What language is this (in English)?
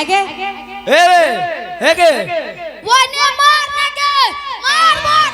Angika